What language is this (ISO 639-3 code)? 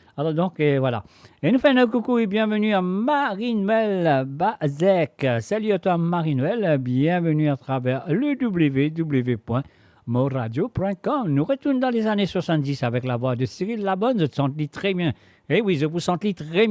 mfe